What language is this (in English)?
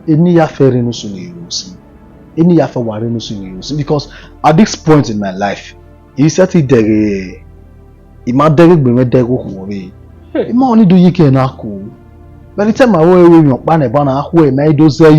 Bini